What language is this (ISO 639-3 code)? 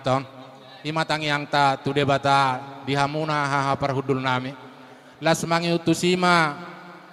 bbc